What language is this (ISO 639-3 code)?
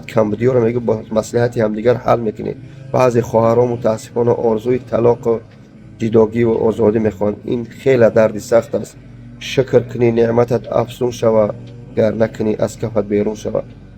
tgk